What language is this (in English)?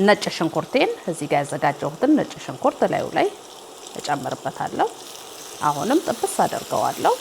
Amharic